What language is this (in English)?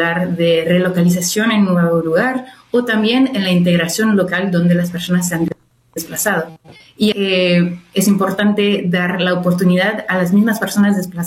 Spanish